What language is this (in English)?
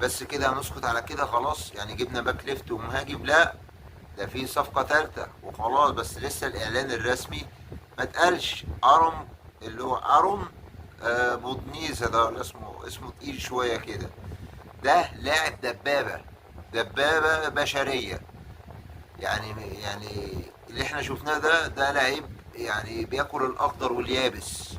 Egyptian Arabic